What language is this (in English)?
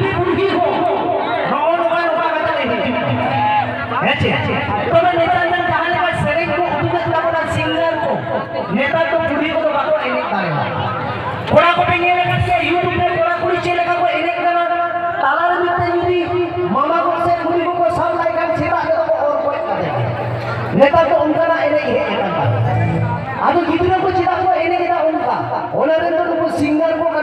Santali